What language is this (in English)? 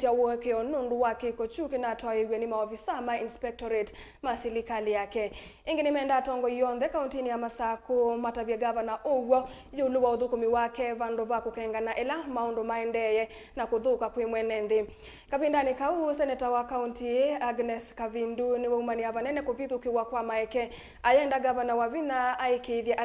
Kamba